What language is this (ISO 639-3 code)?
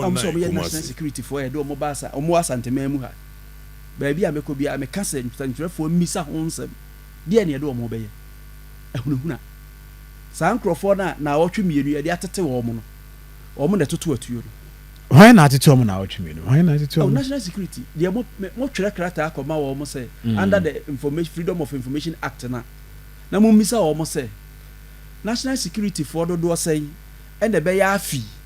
aka